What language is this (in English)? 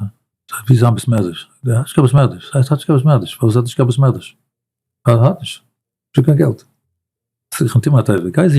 Yiddish